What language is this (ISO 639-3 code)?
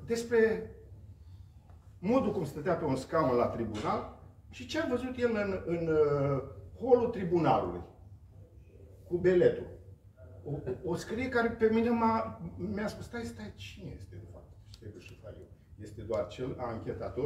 ron